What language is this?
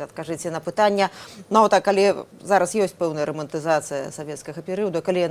Belarusian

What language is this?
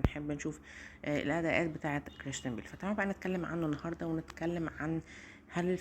Egyptian Arabic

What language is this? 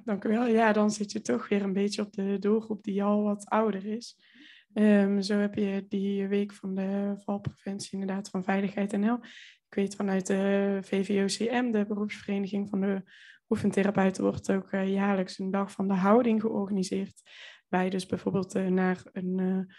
Dutch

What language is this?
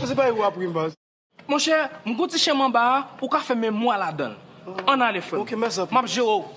Haitian Creole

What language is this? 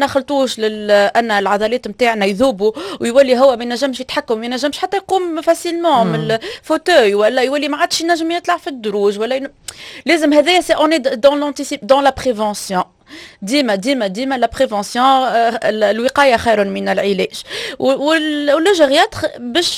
Tunisian Arabic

